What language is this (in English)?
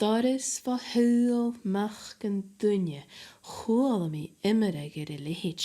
Scottish Gaelic